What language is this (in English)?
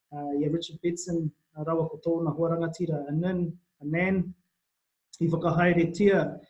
Māori